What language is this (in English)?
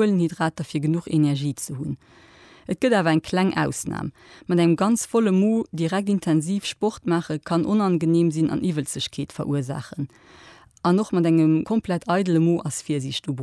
Luxembourgish